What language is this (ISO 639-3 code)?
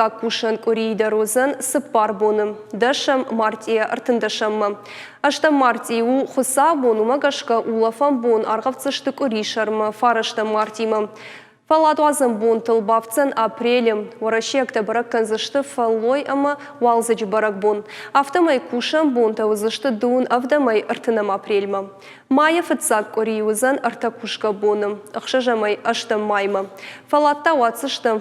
oss